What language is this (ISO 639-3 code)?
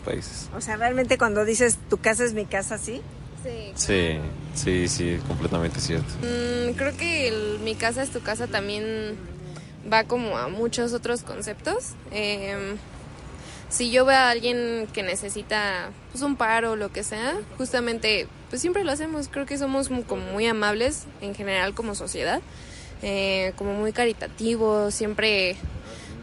spa